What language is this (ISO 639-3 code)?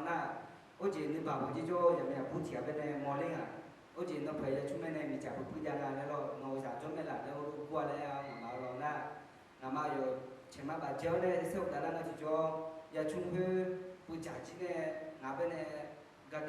ahk